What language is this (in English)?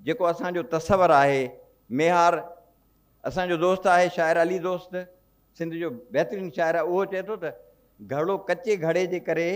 Sindhi